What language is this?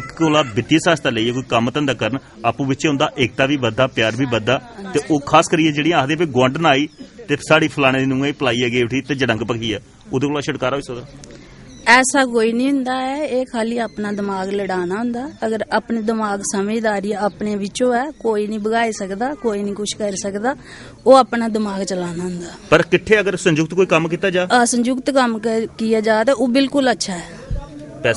Dogri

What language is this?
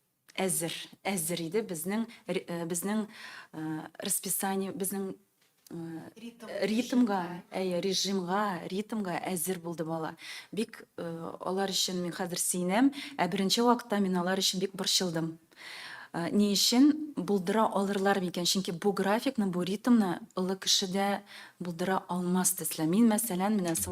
Tatar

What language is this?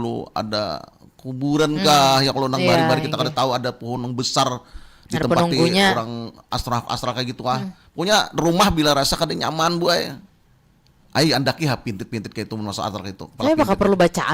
Banjar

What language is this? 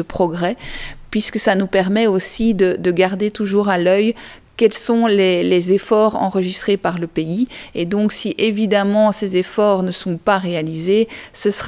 French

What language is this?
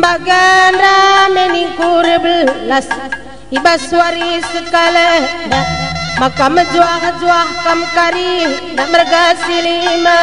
Batak Karo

